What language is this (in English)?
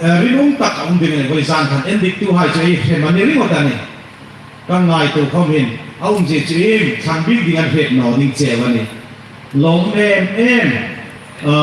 Hmar